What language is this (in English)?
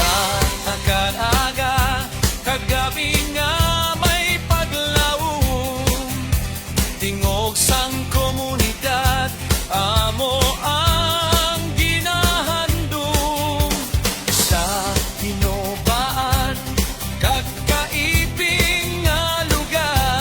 Hiligaynon